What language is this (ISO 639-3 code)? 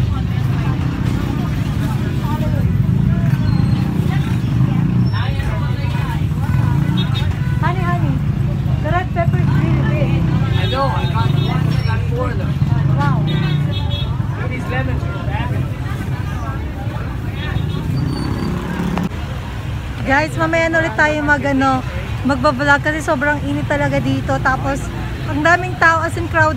fil